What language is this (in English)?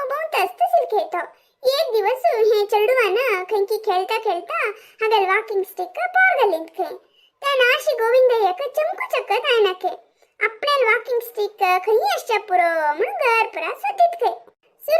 Konkani